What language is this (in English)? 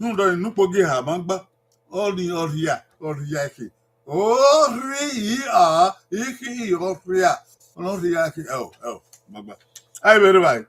Bini